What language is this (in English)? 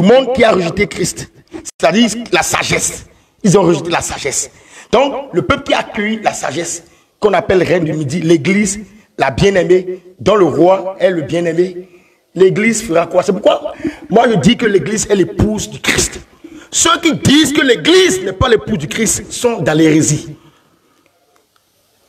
French